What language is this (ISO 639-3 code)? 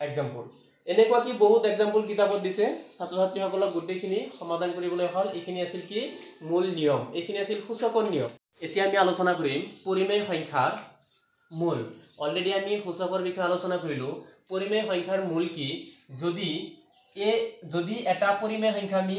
asm